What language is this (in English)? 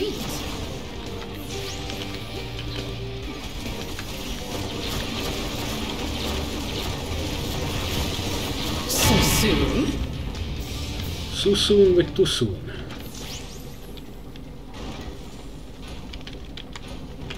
Hungarian